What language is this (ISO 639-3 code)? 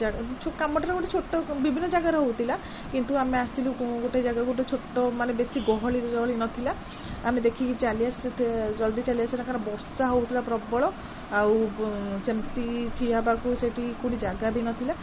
ori